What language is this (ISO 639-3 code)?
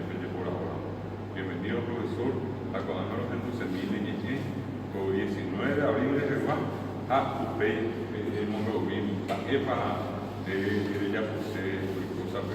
grn